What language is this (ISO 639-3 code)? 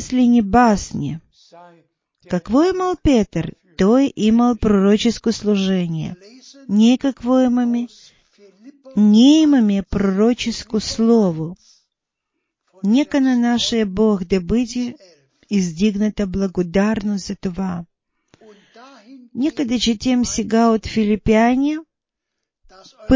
bul